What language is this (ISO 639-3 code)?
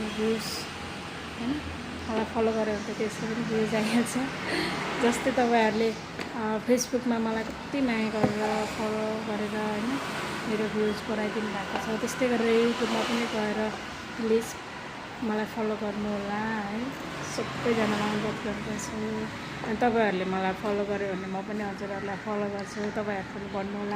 nep